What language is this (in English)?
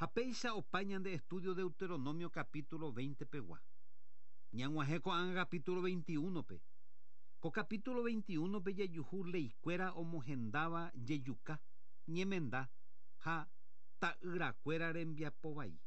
Guarani